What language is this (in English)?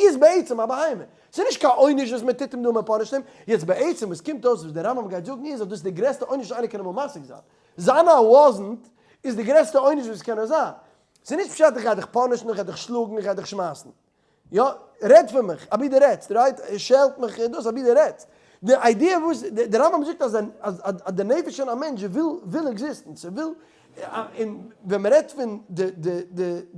Yiddish